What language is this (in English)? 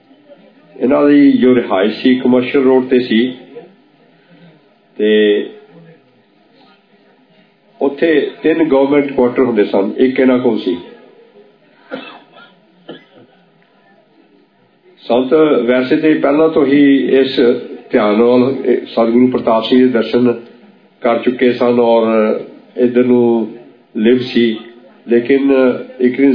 Punjabi